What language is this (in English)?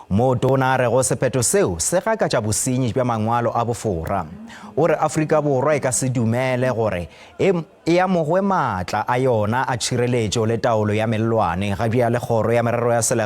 Northern Sotho